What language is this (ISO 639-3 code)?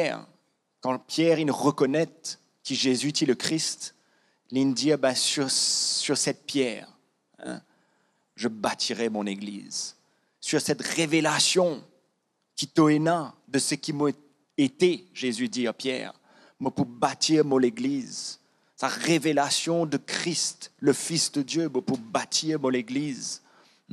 mfe